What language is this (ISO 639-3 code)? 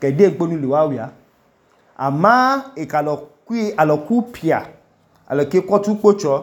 idu